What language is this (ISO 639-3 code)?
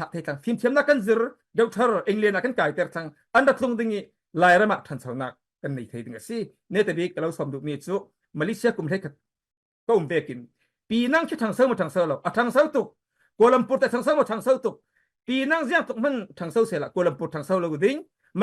cfm